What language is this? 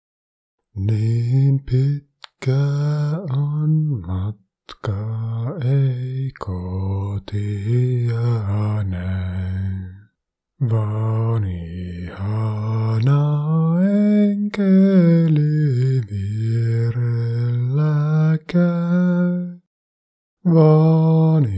Finnish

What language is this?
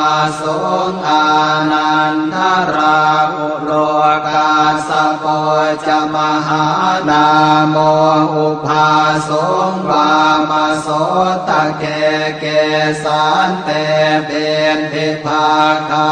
Pali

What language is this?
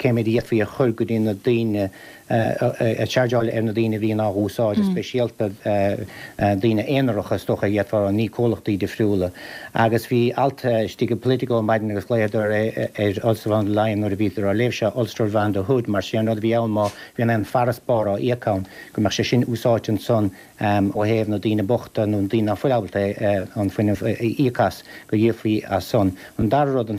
Irish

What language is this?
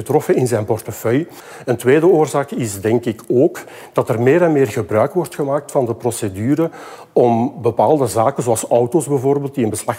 Dutch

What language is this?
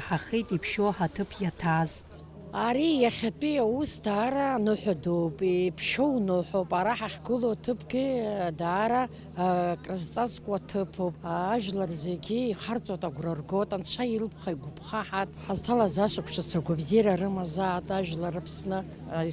Abkhazian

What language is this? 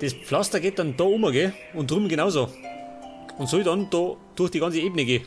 Bavarian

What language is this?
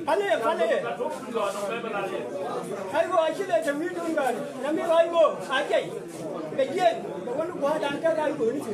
Nuer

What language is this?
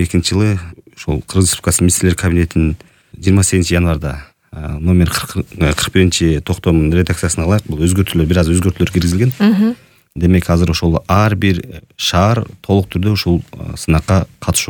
Kyrgyz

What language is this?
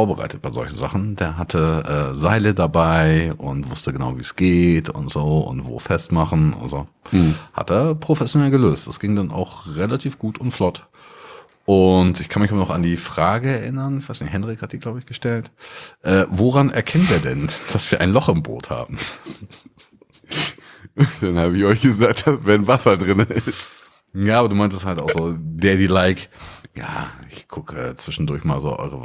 German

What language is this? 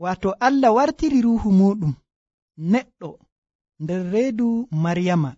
Nigerian Fulfulde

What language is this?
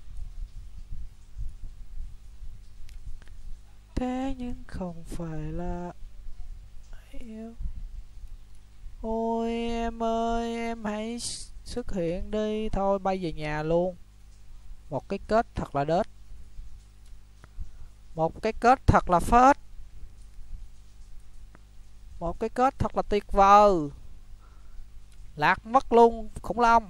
Vietnamese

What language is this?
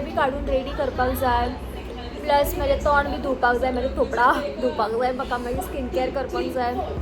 Konkani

